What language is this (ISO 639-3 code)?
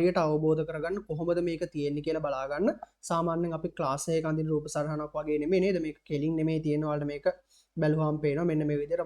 sin